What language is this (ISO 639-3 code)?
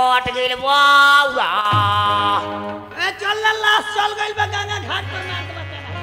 bho